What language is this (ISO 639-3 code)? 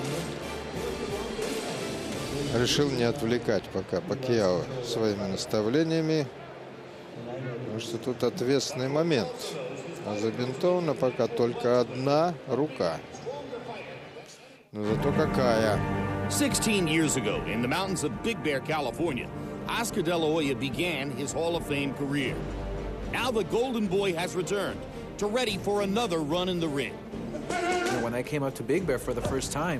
rus